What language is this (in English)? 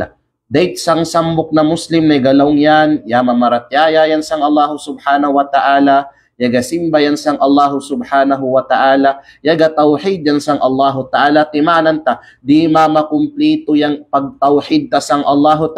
Kalagan